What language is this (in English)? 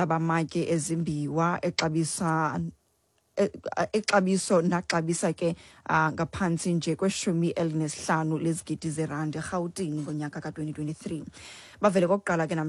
Xhosa